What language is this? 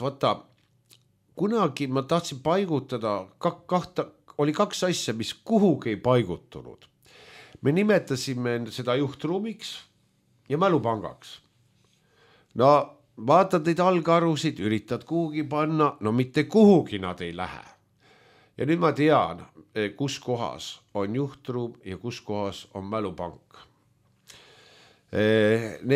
Estonian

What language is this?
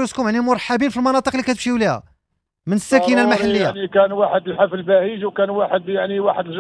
Moroccan Arabic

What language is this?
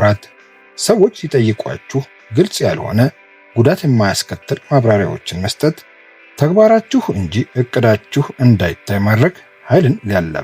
Amharic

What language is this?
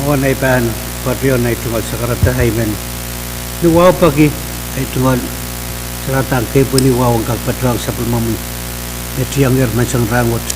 Pohnpeian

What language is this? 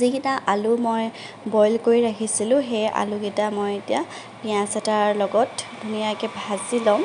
Assamese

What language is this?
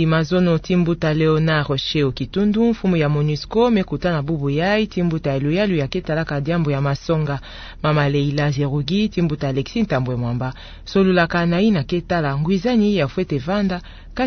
Kituba (Democratic Republic of Congo)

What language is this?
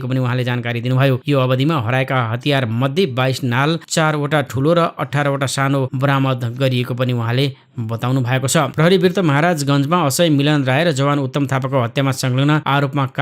Nepali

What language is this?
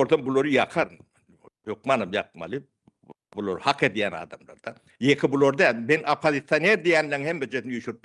Turkmen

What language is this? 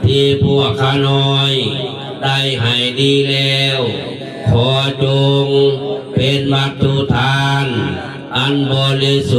Pali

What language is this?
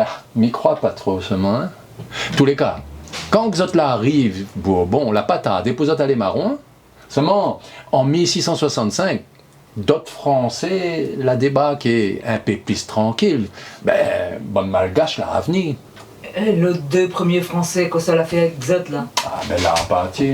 Réunion Creole French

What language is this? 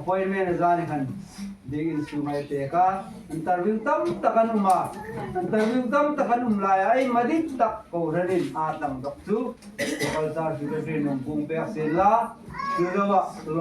Hmar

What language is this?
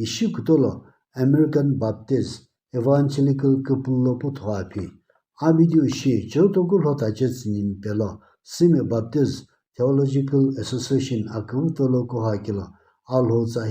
Sumi Naga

